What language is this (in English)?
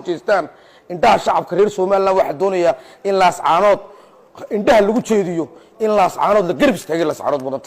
Somali